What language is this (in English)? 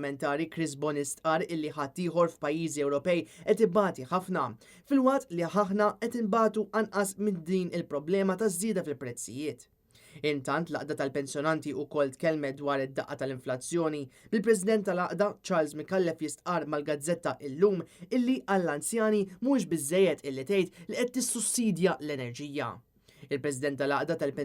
Maltese